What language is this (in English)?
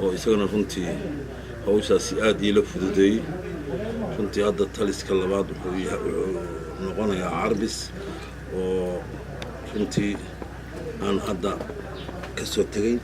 Somali